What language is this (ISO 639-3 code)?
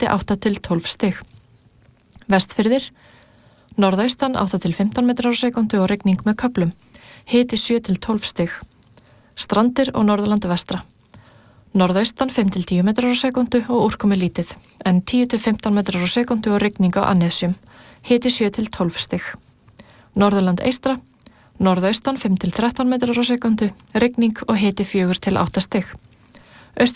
isl